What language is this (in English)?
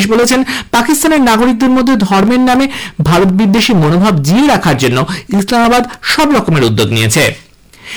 Bangla